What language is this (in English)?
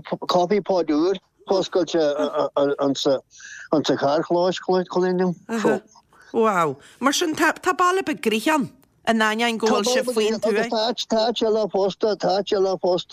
Irish